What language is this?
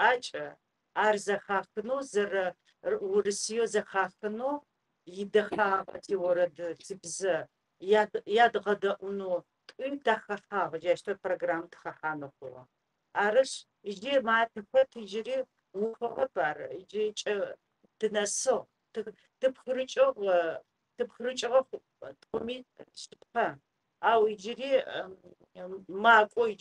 Adyghe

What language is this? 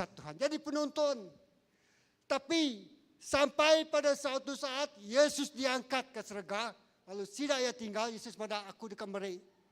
Iban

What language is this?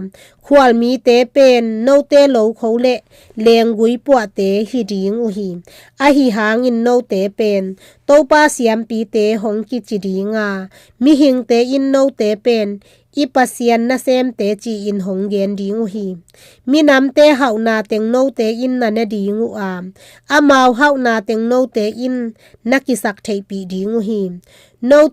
Tedim Chin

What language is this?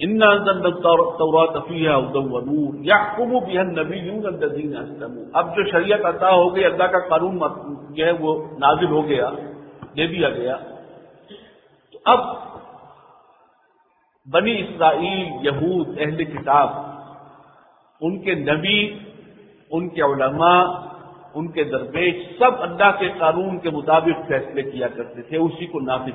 Urdu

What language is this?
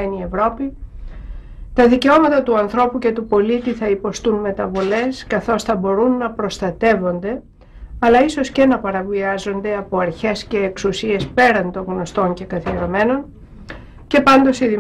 Greek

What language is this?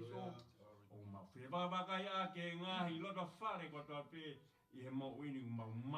Tongan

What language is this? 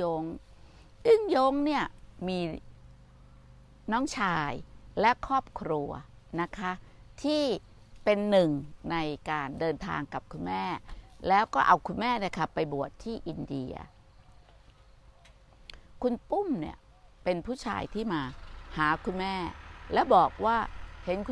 Thai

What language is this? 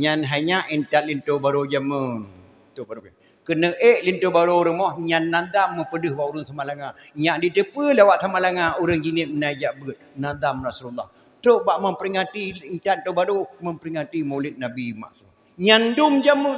Achinese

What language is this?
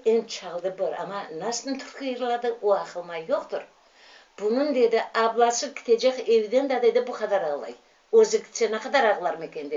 Crimean Tatar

